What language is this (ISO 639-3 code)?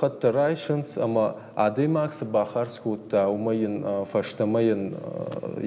oss